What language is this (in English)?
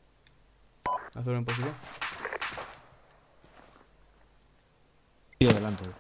Spanish